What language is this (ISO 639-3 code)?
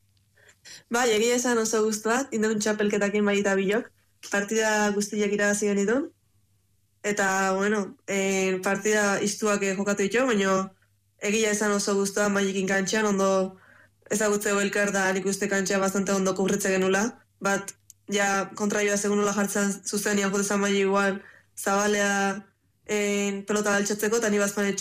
eus